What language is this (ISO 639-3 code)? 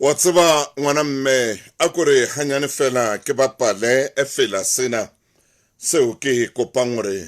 sot